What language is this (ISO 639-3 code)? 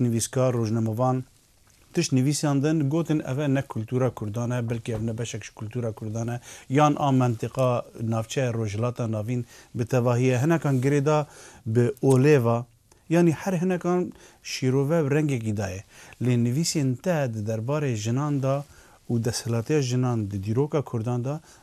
kur